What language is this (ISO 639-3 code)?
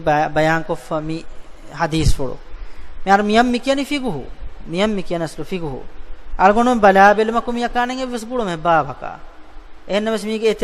div